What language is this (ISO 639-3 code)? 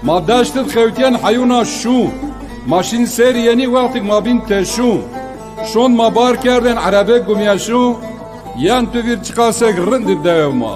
zza